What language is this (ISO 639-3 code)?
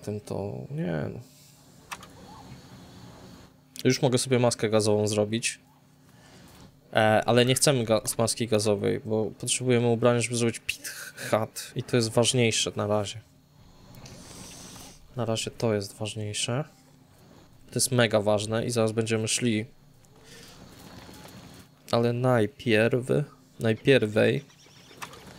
pol